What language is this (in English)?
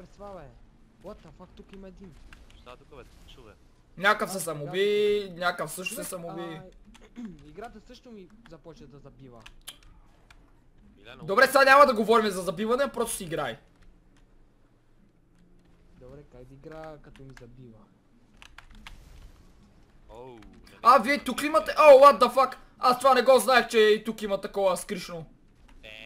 Bulgarian